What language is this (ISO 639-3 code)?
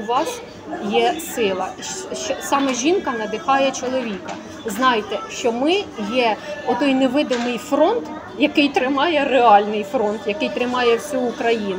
ukr